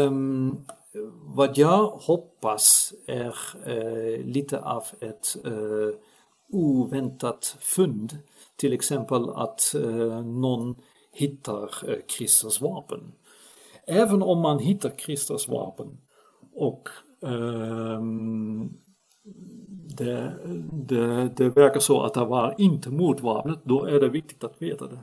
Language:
Swedish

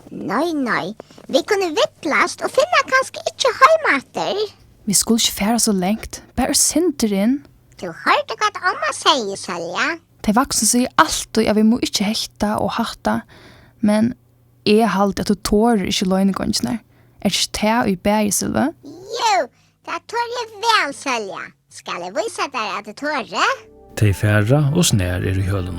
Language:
Faroese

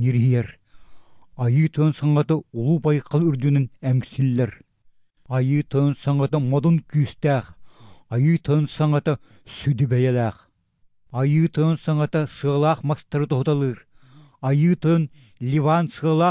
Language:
Yakut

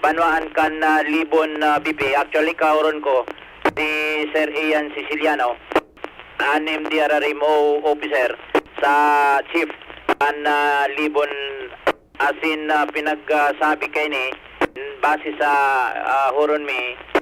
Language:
Bikol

